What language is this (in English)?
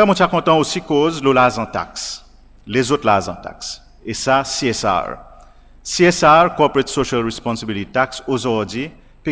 Seselwa Creole French